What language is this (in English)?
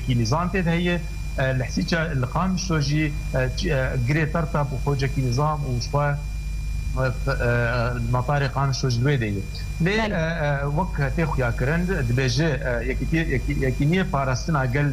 Kurdish